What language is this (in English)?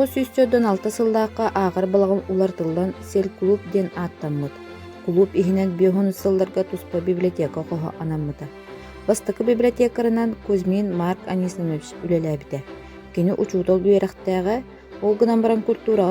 Yakut